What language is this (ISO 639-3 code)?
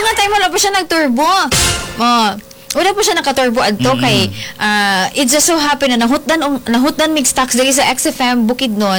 ceb